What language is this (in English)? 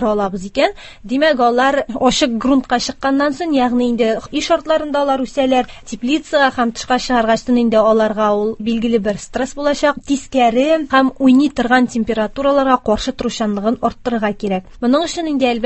Tatar